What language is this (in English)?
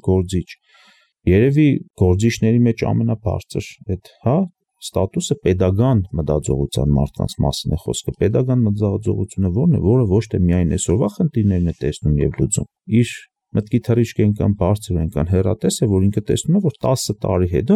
Armenian